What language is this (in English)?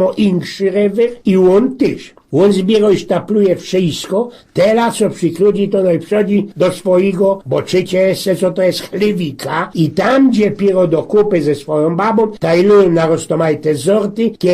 Silesian